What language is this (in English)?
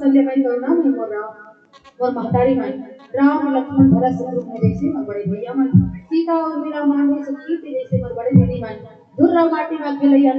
Chhattisgarhi